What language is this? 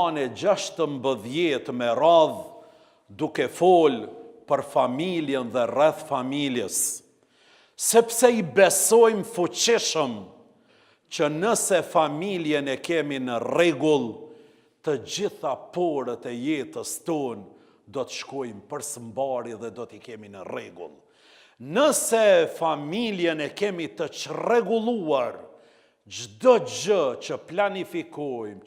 Albanian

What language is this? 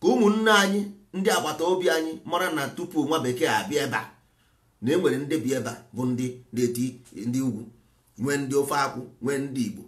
Igbo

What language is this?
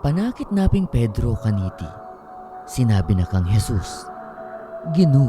Pampanga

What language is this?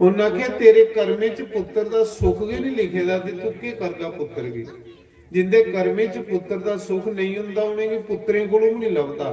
Dogri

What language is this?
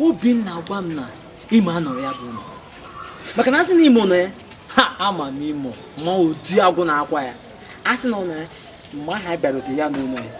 Igbo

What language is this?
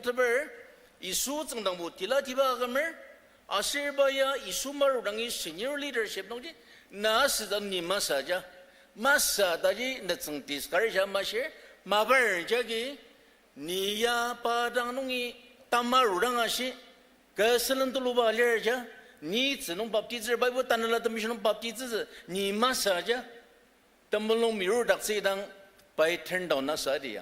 Ao Naga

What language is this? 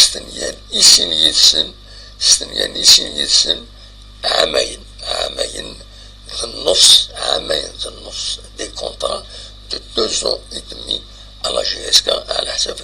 Kabyle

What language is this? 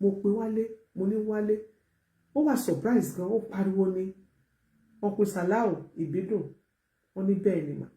Yoruba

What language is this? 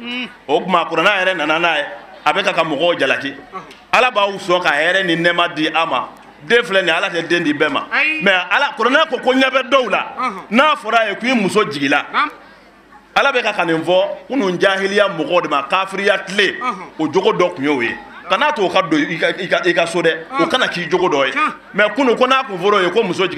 Bambara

